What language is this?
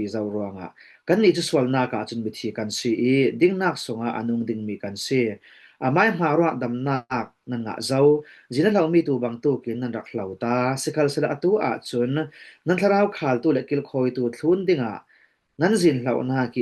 Falam Chin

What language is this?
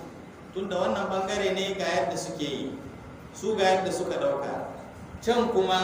Hausa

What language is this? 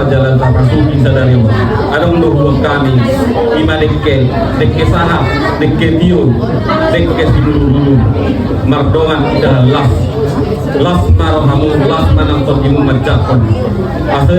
Batak Toba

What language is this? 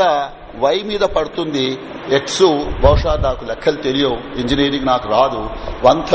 Telugu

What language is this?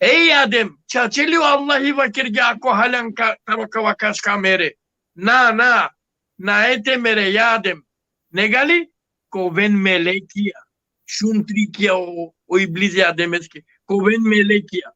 Balkan Romani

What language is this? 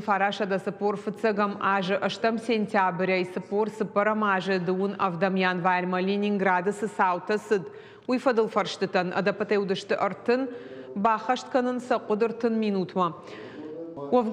Ossetic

